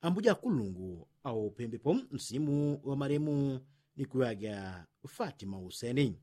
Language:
Yao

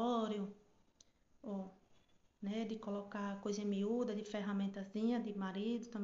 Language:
Portuguese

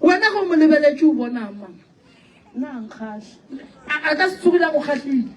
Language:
Northern Sotho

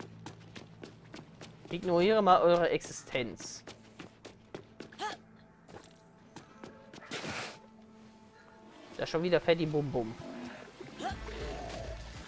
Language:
German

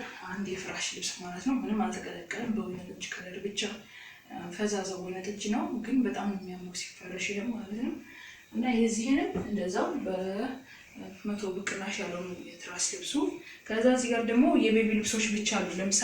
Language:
Amharic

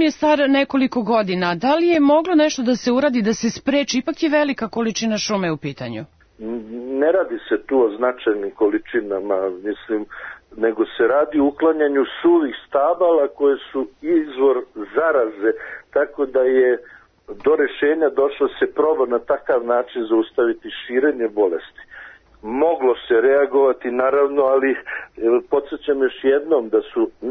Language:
Serbian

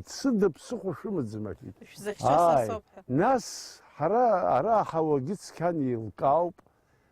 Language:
Abkhazian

